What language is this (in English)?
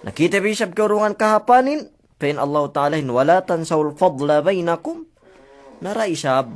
Yakan